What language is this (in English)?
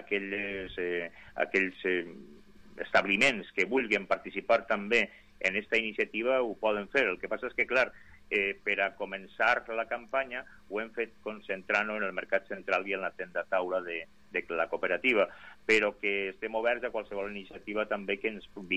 Catalan